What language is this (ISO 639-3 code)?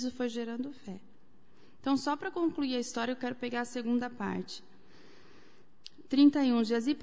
por